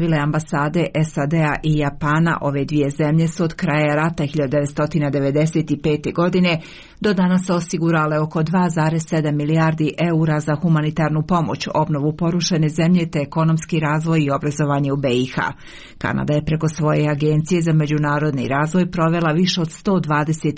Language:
Serbian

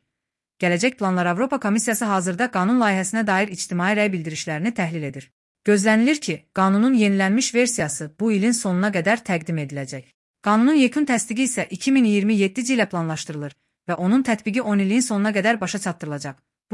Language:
Azerbaijani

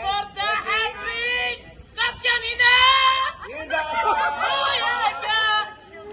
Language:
Tibetan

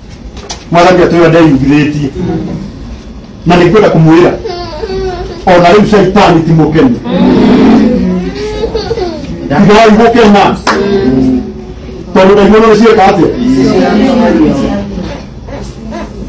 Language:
Kikuyu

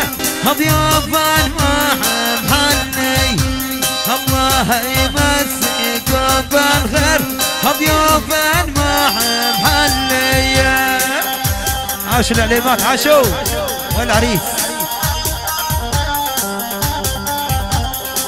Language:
South Levantine Arabic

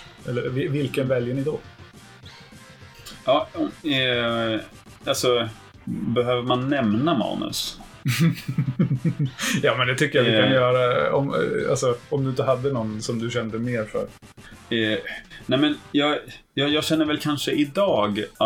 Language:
Swedish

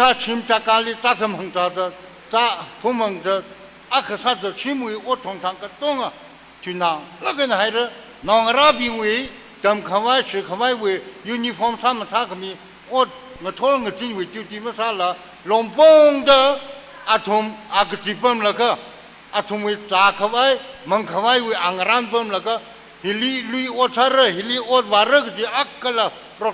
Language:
Tangkhul Naga (India)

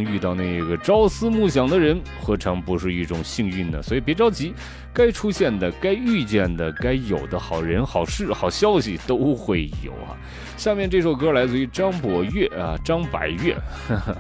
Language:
Chinese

